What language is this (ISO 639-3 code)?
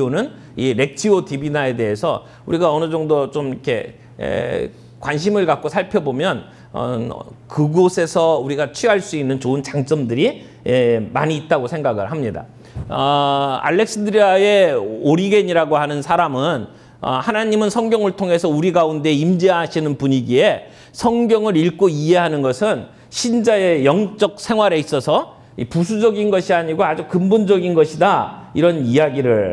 kor